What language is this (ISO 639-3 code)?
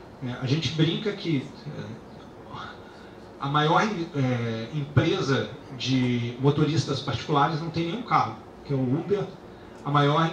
por